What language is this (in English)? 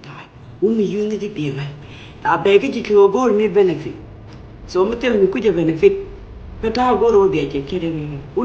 Nuer